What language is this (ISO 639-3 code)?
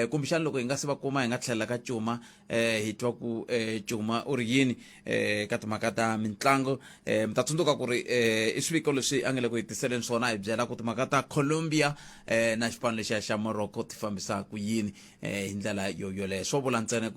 tso